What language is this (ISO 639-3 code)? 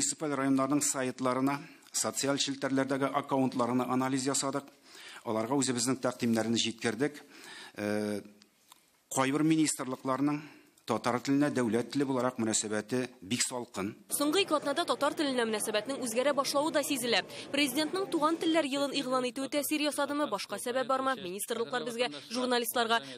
tat